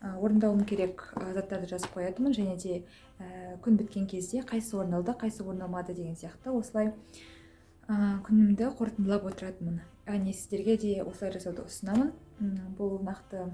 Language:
Kazakh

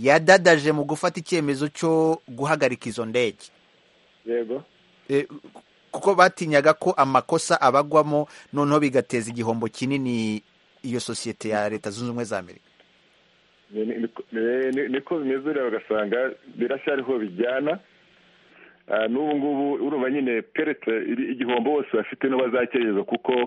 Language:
Kinyarwanda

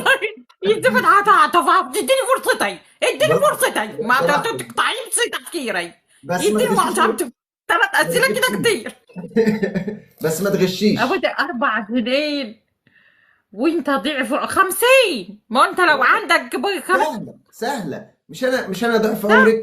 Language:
Egyptian Arabic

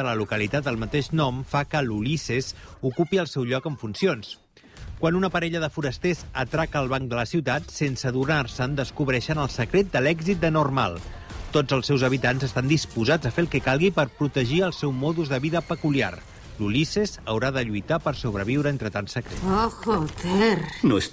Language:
Catalan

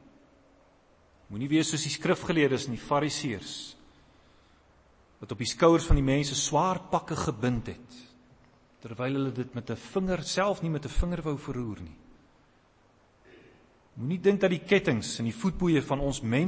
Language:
Afrikaans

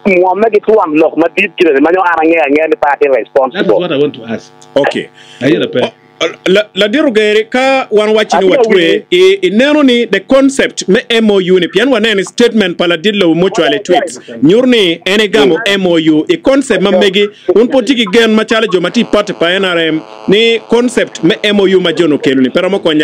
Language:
Acoli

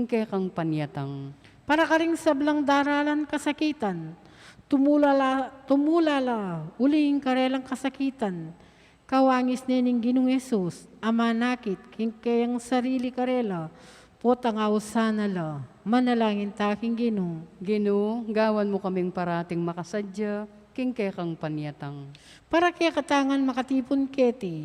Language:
Pampanga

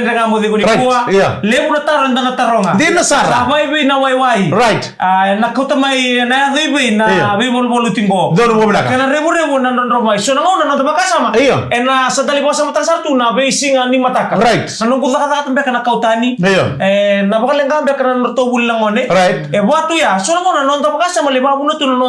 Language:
Fijian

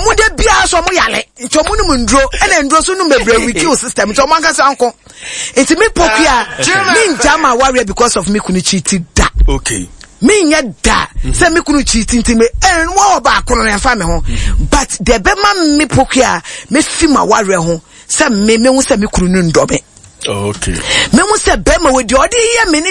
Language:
Akan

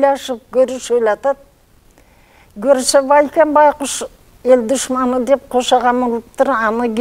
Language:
Kyrgyz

